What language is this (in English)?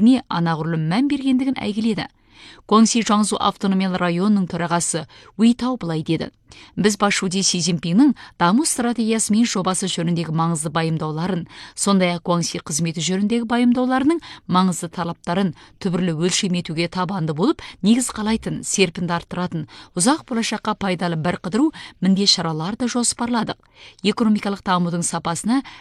Kazakh